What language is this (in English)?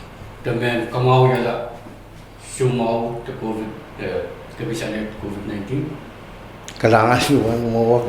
Pohnpeian